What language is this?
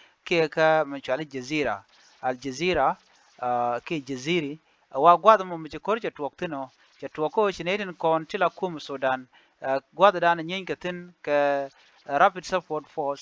Nuer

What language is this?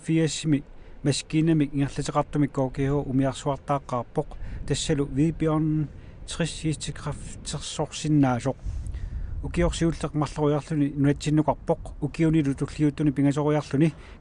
Kalaallisut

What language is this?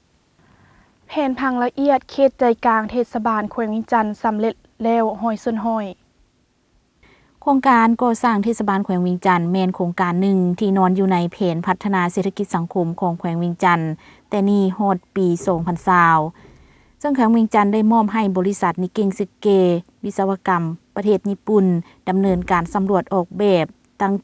Lao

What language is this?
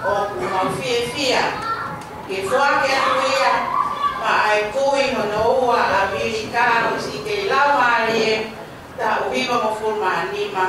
Tongan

